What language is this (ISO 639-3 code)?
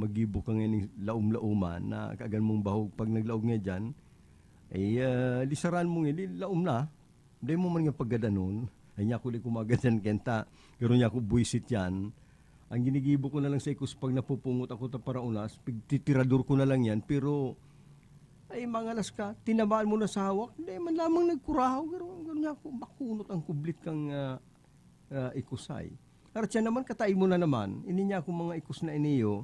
bik